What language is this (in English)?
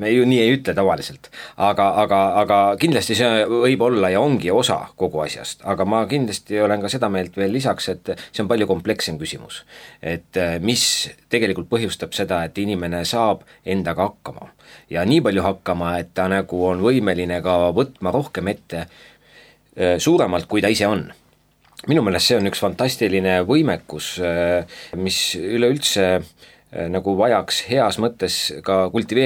Estonian